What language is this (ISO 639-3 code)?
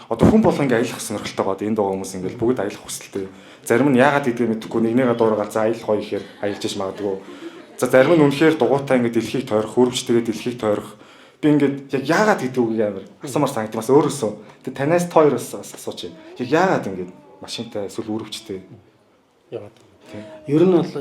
mon